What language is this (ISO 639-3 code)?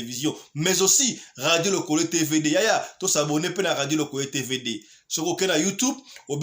lin